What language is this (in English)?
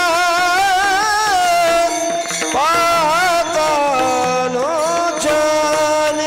Marathi